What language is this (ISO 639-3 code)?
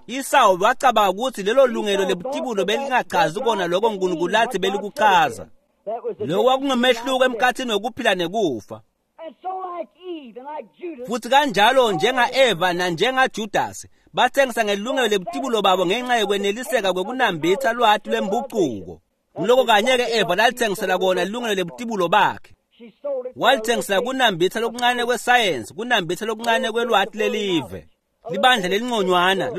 ssw